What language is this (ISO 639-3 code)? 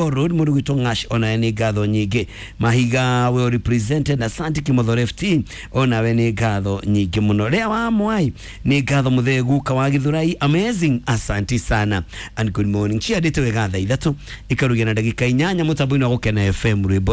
kik